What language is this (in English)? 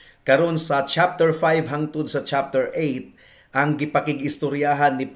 Cebuano